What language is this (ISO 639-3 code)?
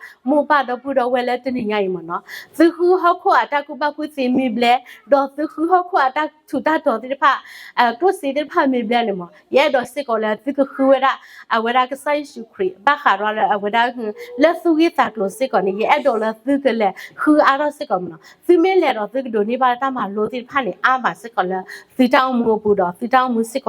ksw